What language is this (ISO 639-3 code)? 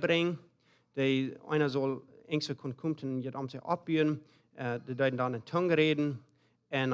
pdt